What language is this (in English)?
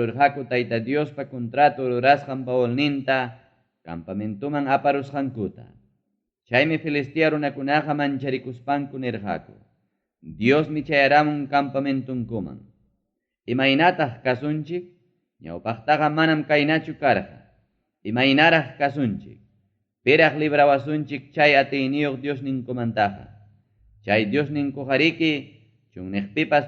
Ayacucho Quechua